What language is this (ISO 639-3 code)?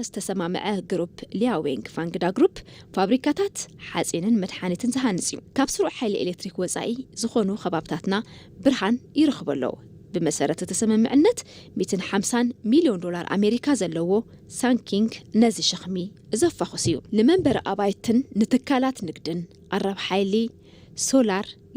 tir